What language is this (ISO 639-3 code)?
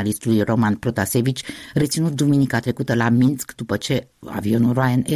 ron